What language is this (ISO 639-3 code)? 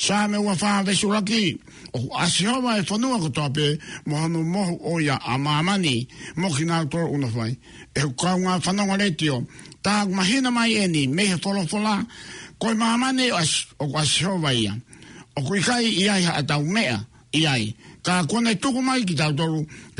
ton